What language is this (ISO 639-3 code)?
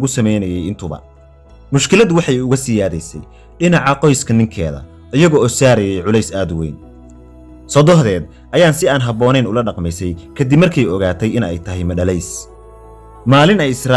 som